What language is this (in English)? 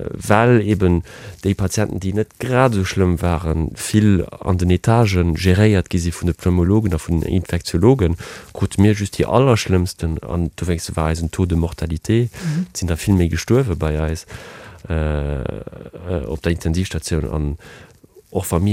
Luxembourgish